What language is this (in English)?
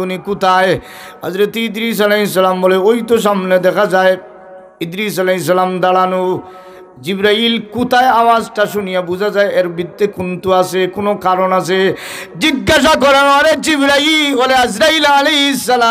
Sylheti